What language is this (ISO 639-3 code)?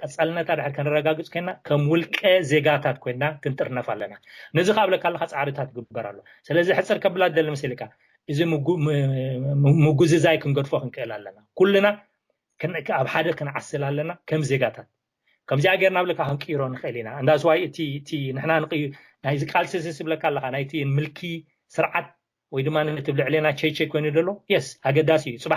tir